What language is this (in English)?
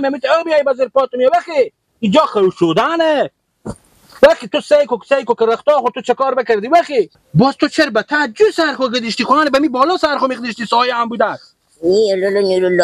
Persian